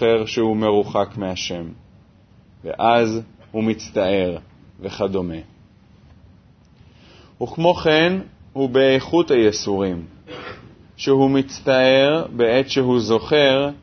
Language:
Hebrew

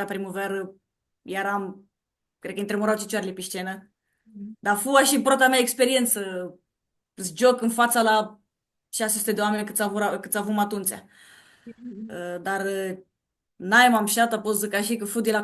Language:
Aromanian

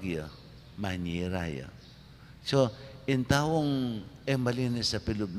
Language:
Pampanga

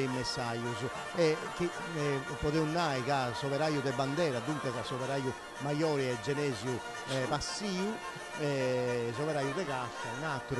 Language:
Sardinian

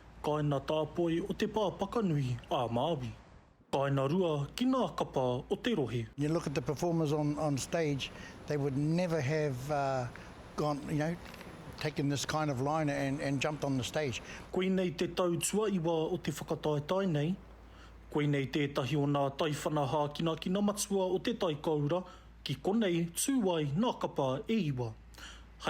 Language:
Māori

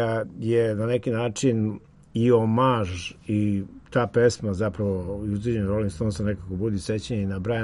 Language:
Serbian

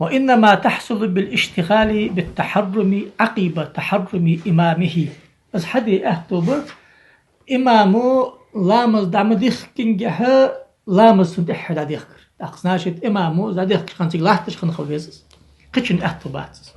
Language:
Ingush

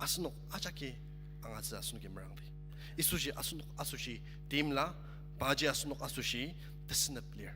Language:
Ao Naga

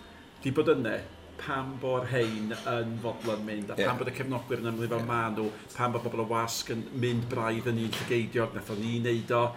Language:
Welsh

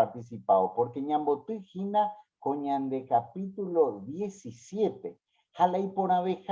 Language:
Guarani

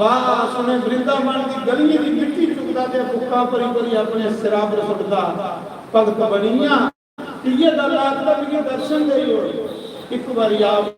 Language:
Dogri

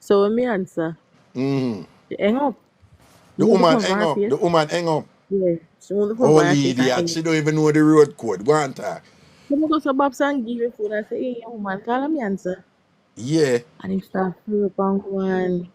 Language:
Jamaican Creole English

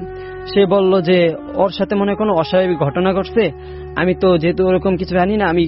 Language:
Bangla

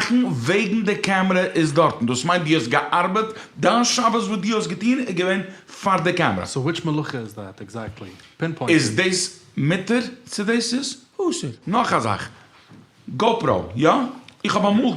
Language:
Yiddish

